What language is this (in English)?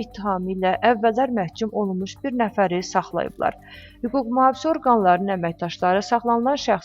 Azerbaijani